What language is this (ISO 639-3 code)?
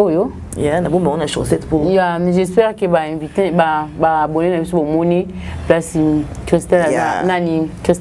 lin